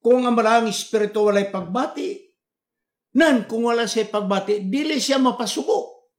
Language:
Cebuano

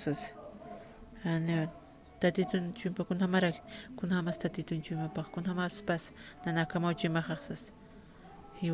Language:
Aymara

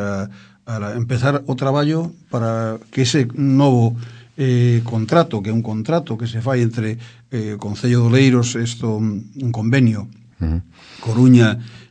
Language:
Galician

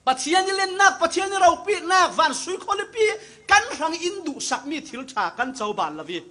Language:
Falam Chin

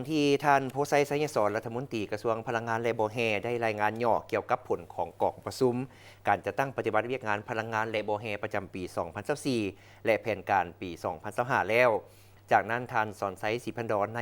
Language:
Lao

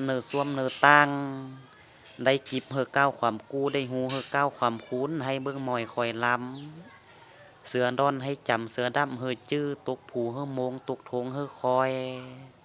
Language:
Lao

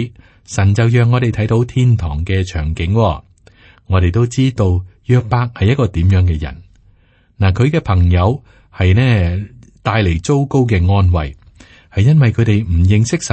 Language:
Cantonese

